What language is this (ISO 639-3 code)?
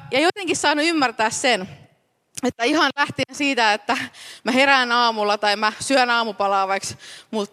fin